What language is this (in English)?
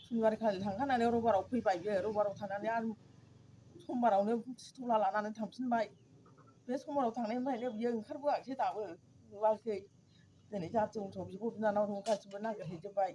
Bodo